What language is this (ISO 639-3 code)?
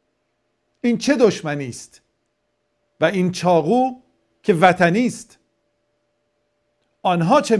fas